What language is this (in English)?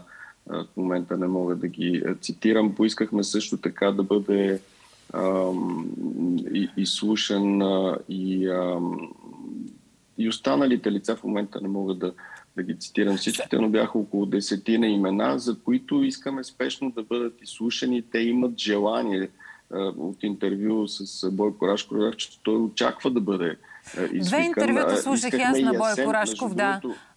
Bulgarian